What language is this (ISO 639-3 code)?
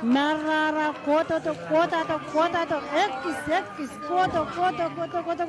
pon